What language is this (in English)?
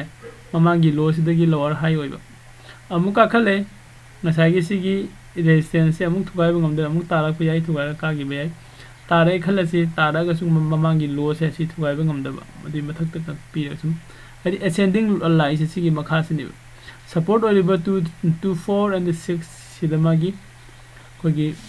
Manipuri